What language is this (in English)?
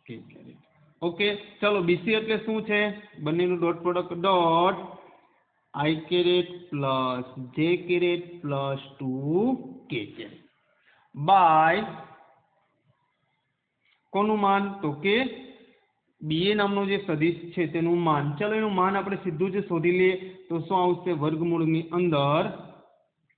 Gujarati